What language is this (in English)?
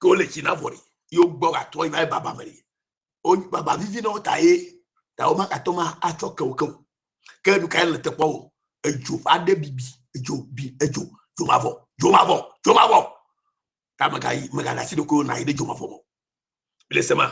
Ewe